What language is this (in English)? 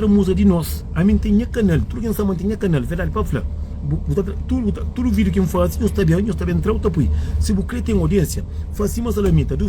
Kabuverdianu